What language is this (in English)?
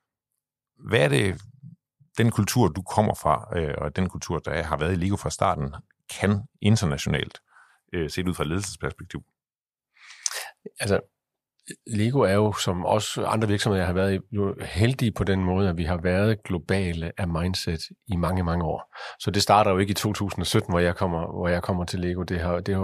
Danish